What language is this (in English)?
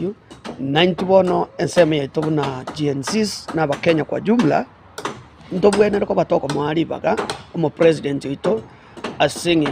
Gusii